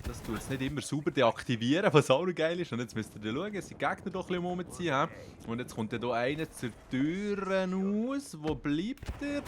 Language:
Swiss German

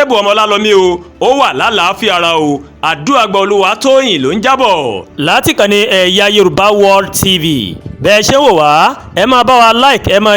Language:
Yoruba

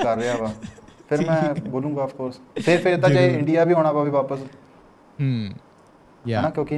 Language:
Punjabi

